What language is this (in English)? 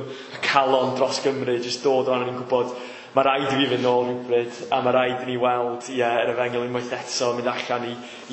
Welsh